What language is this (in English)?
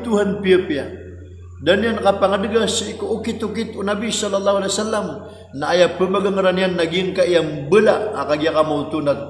Maranao